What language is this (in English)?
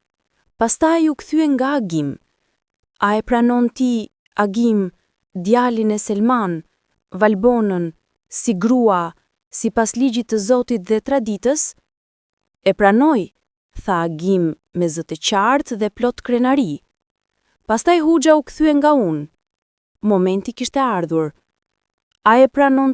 Albanian